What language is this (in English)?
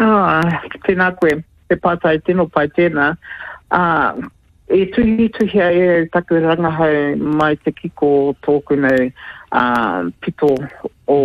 Māori